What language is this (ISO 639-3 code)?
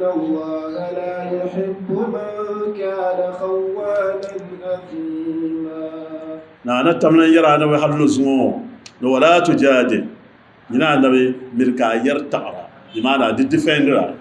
dag